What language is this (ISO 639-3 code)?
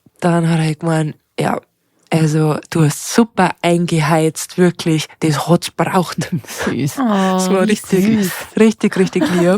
bar